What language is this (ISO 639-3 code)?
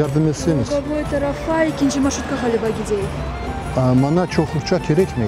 crh